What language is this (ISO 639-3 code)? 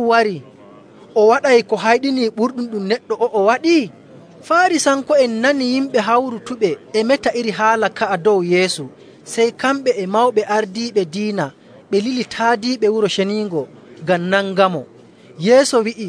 fuv